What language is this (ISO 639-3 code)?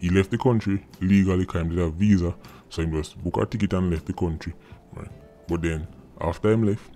jam